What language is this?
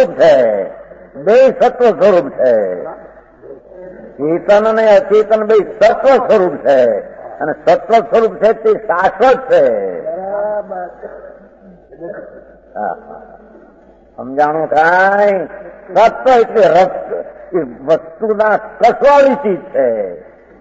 Gujarati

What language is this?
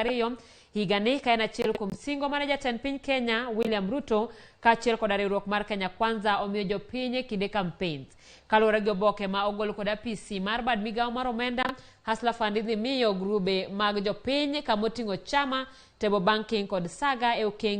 Luo (Kenya and Tanzania)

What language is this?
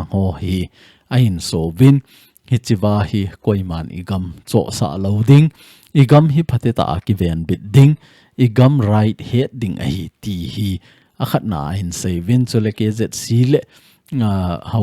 Thado Chin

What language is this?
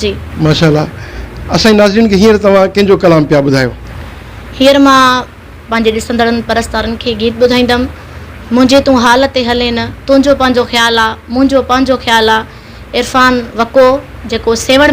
Sindhi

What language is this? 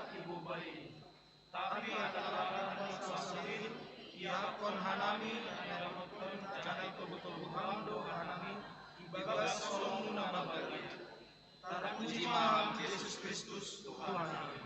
Batak Simalungun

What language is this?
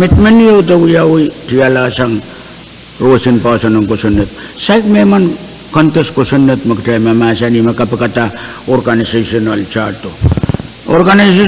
Pohnpeian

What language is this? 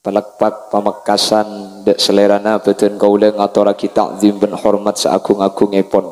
Madurese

